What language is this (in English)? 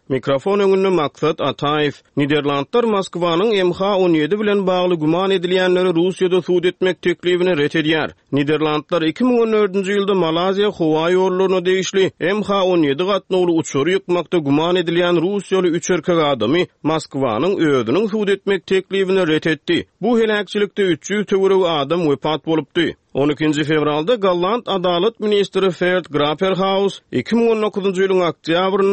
Turkmen